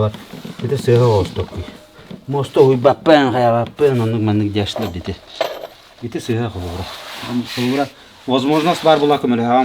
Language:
Yakut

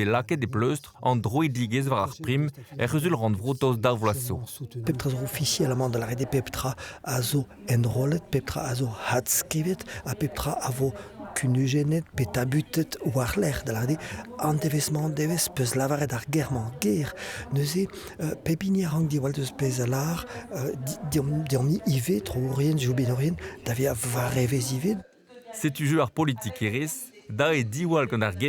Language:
Breton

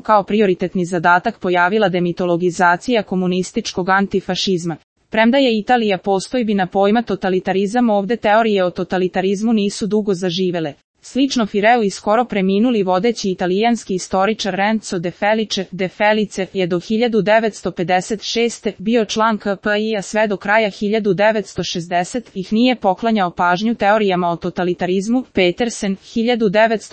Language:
Serbian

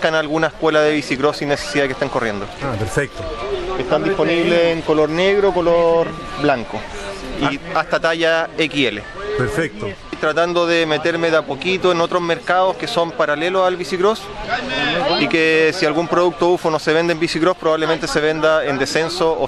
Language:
Spanish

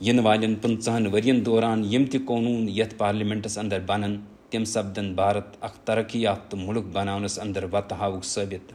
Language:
Kashmiri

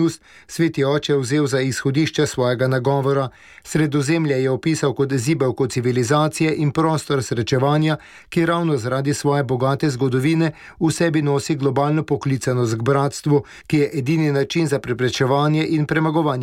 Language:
Slovenian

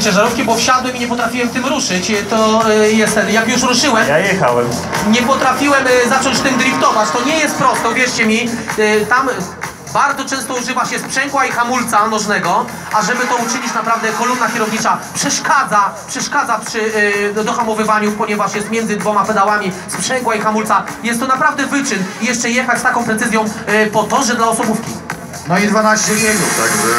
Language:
Polish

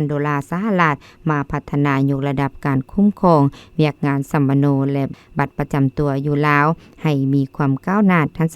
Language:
Lao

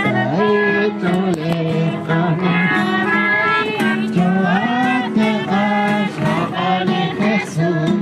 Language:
Kekchí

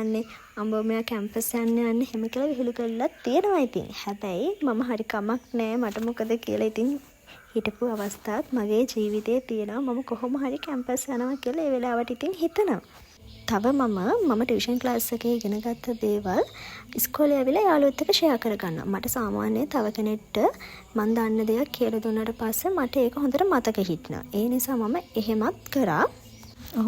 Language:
Sinhala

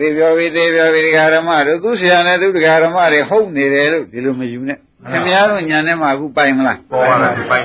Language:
Burmese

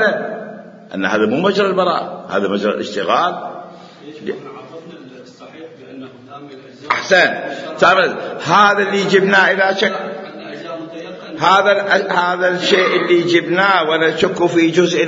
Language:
Mesopotamian Arabic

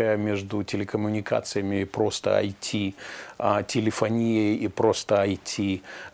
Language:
Russian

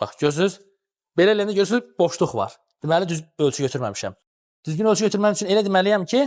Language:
Azerbaijani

